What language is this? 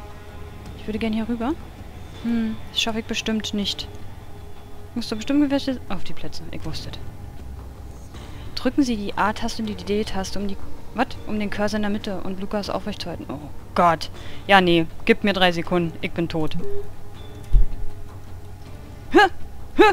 German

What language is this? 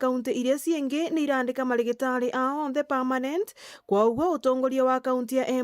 Meru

